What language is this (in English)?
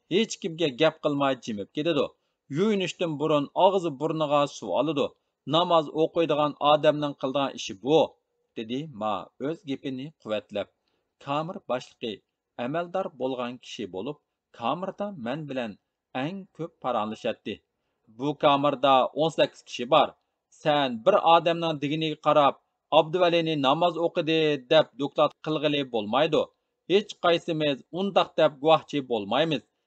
Uyghur